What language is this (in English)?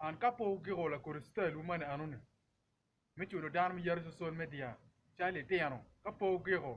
Acoli